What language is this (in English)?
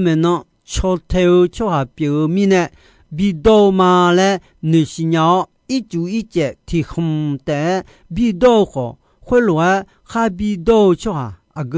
Akha